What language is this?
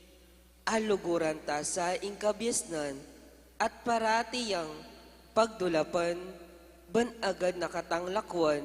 Pampanga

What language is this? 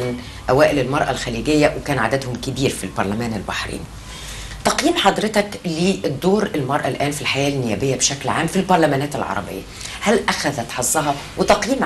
Egyptian Arabic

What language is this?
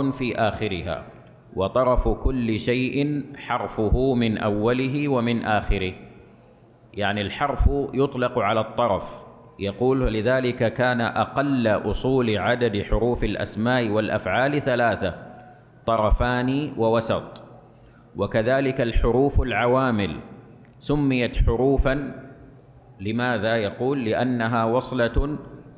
Arabic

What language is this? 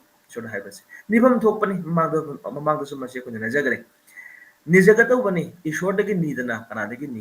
Manipuri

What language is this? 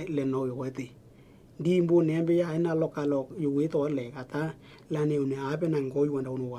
Western Dani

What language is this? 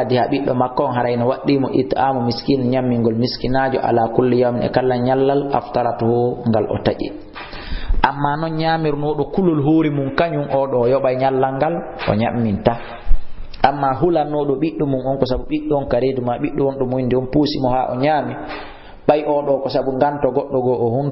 Fula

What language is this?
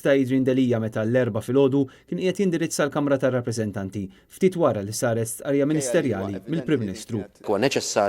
Maltese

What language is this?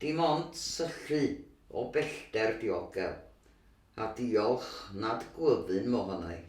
Welsh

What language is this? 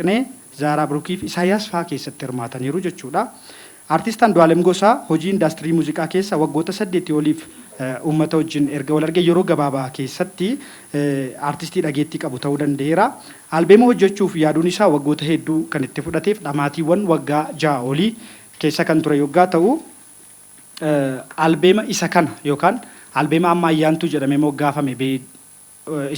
Oromo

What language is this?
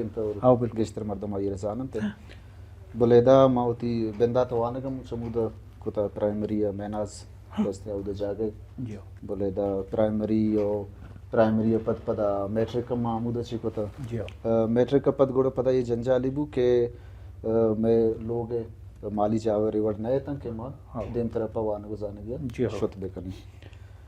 Baluchi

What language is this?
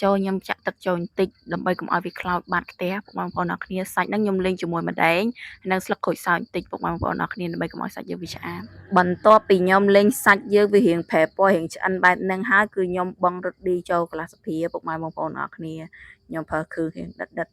Khmer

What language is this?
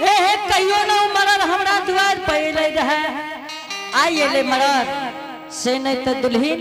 Angika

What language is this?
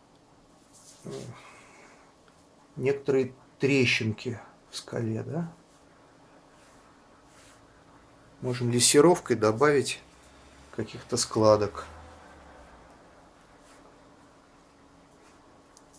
Russian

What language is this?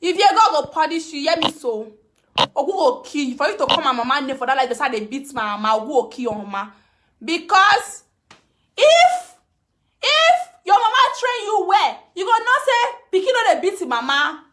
Nigerian Pidgin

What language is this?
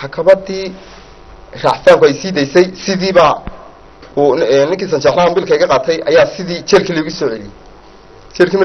Somali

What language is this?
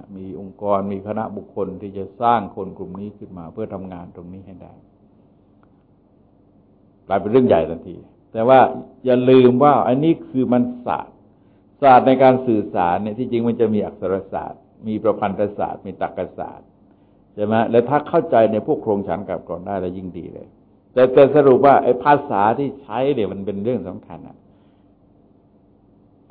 Thai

